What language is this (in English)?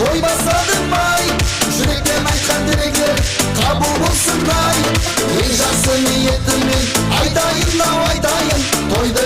Kara-Kalpak